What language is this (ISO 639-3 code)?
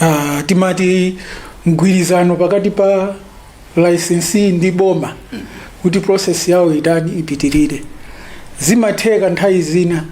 nya